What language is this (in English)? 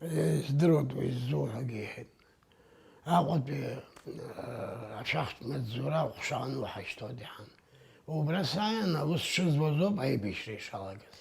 Abkhazian